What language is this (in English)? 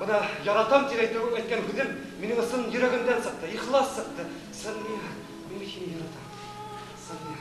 Bashkir